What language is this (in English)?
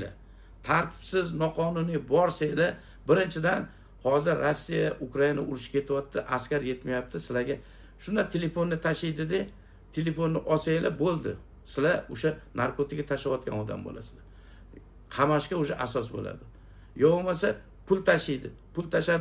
Uzbek